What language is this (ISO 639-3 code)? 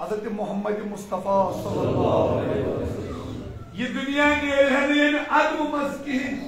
kas